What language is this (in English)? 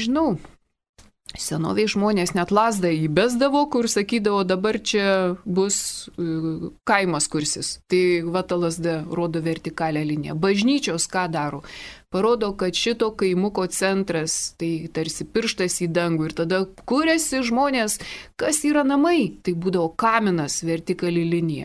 Lithuanian